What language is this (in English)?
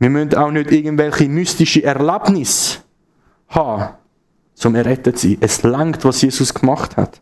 Swiss German